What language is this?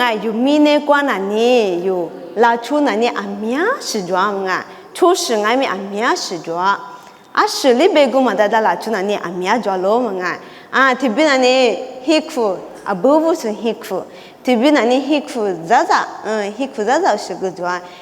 Lisu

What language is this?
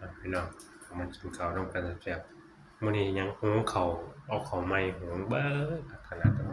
Northeastern Thai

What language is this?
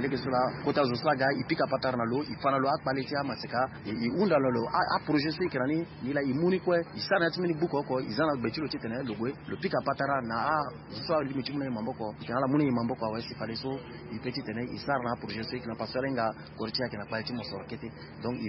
Sango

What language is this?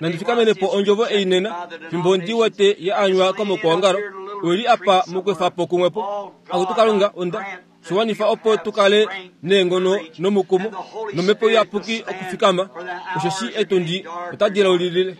Kuanyama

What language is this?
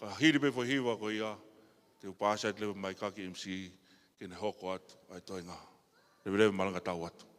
Tongan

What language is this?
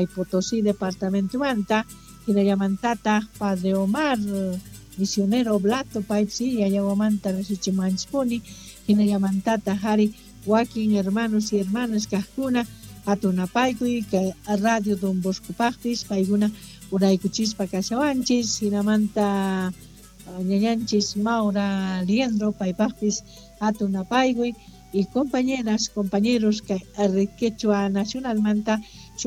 Quechua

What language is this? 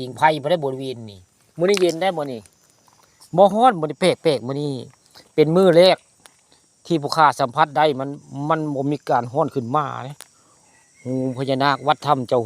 Northeastern Thai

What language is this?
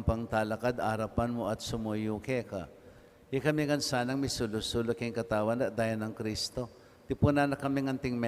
Pampanga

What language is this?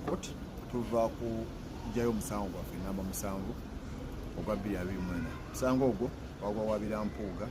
Ganda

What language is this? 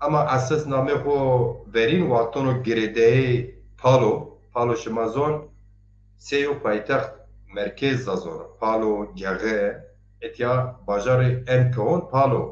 Zaza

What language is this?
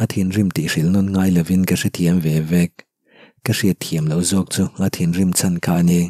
Mizo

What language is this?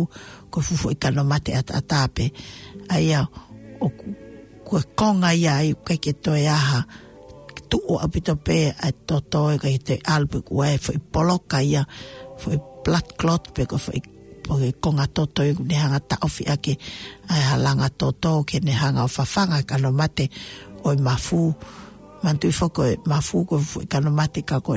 Tongan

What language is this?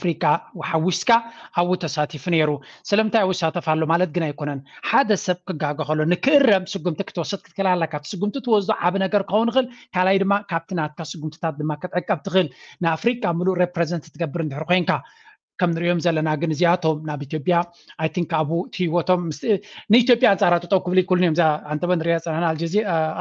Tigrinya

